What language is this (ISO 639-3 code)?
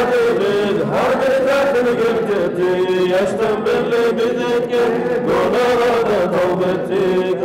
kum